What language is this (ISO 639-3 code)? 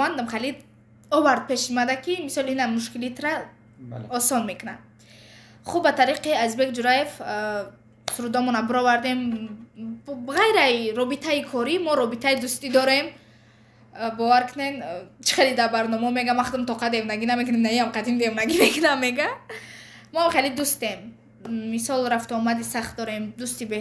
tgk